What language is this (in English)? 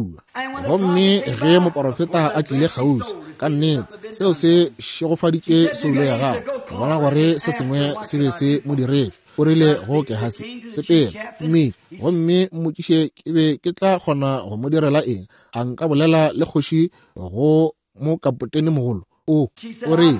Northern Sotho